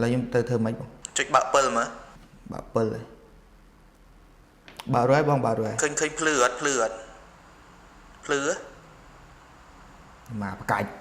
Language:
Khmer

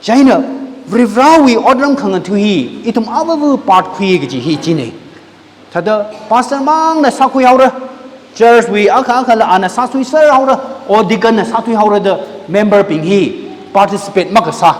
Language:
Tangkhul Naga (India)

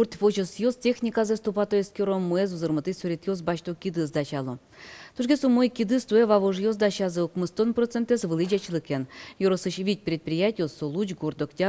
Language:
Udmurt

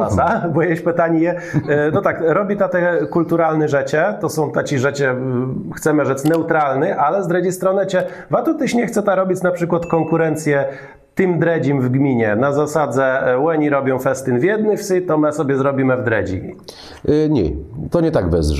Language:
Kashubian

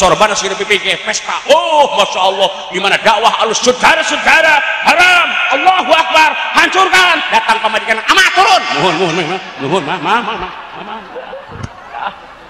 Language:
Sundanese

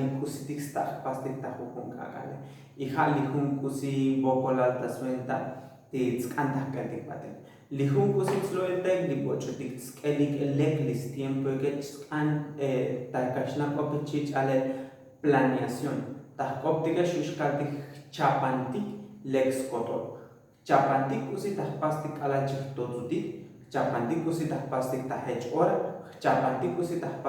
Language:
Tzotzil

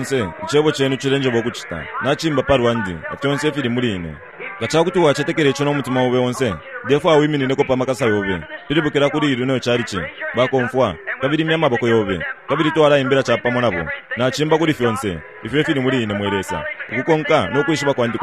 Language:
Bemba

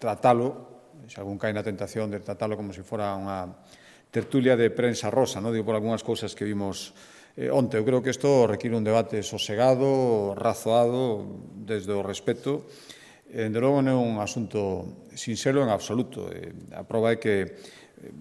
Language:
Galician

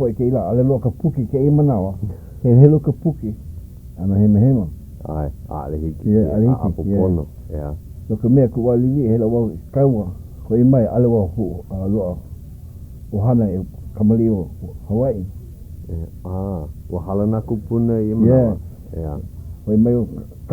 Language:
Hawaiian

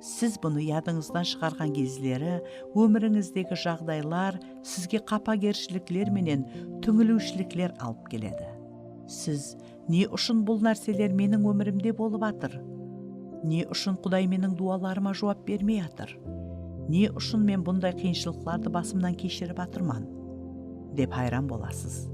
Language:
Kara-Kalpak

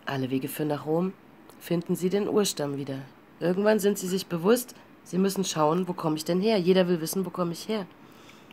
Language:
German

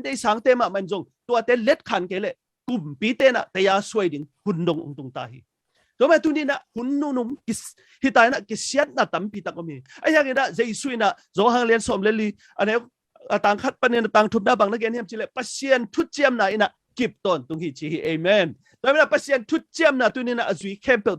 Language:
Tedim Chin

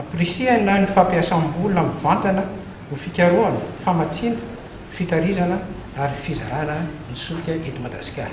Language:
Malagasy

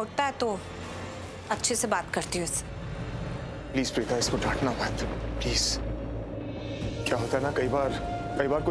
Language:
Hindi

